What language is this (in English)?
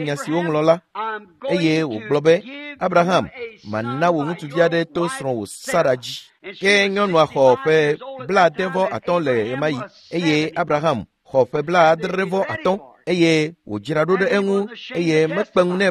Ewe